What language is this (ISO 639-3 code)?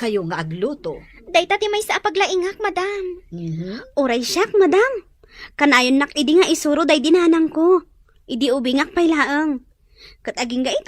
ilo